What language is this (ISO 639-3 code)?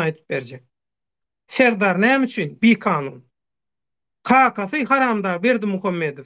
tuk